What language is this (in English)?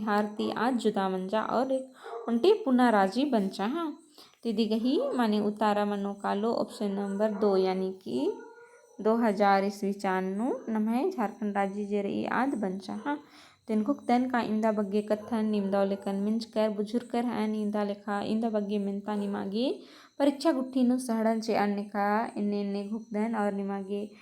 Kurukh